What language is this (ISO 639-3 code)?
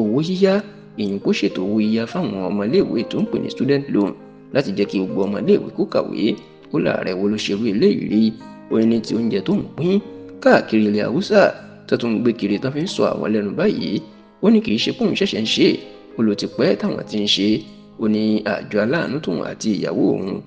yor